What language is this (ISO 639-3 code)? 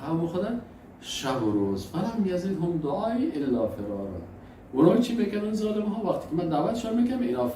fas